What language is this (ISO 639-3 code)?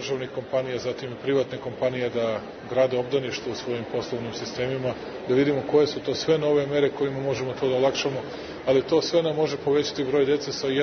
srp